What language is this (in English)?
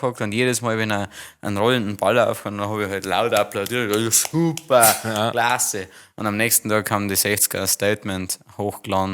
Bavarian